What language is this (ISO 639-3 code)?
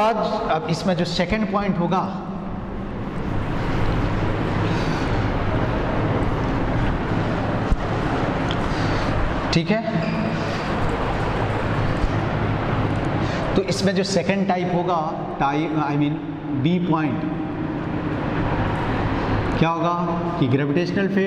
hin